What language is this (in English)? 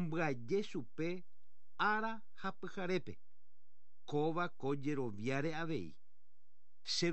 Guarani